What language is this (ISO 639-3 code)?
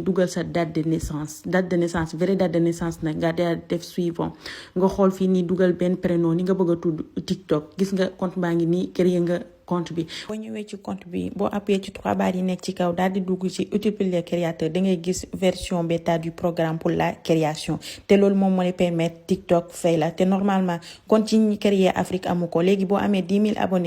wol